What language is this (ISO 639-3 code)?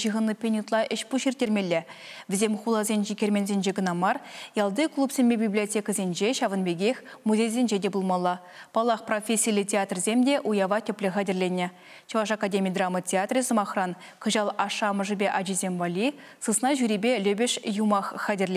chv